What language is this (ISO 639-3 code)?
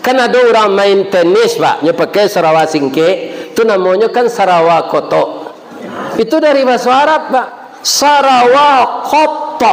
min